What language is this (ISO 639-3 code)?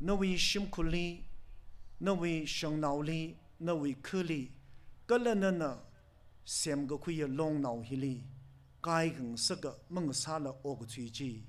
nmf